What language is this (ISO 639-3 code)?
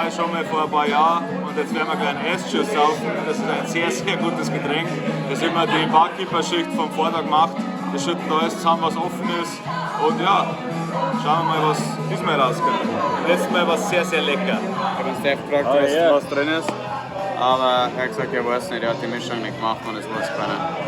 bar